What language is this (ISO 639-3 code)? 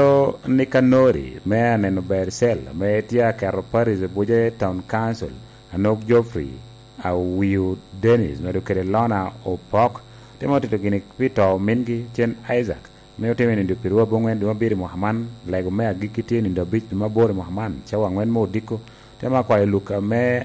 laj